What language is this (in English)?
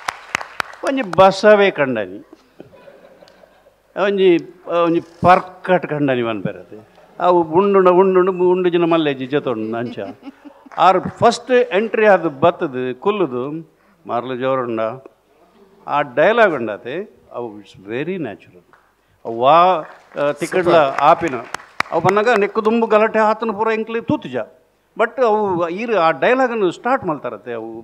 Tulu